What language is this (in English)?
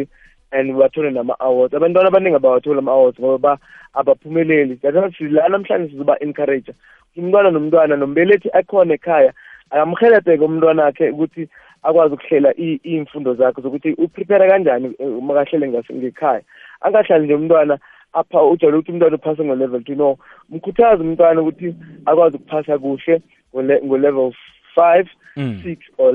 South Ndebele